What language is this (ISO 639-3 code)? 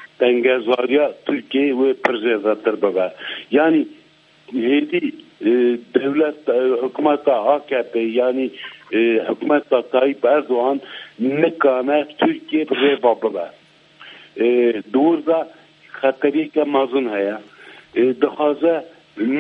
kur